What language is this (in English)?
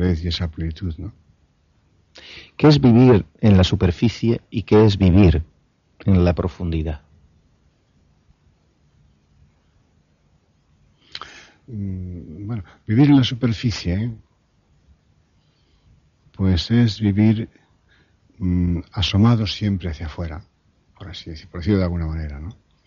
Spanish